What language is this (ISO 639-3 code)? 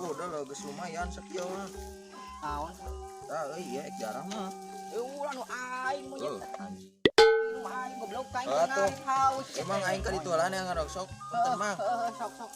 sun